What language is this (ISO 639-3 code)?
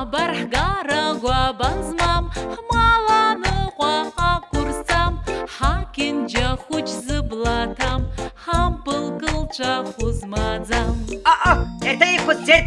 abk